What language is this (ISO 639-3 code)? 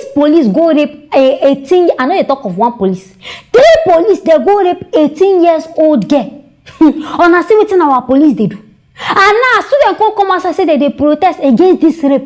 pcm